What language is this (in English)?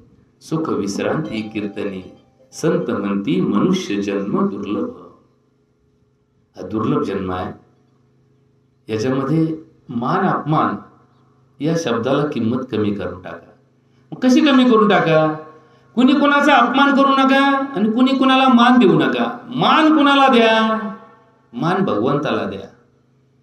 Marathi